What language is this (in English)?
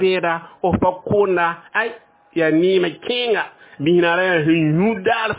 Mossi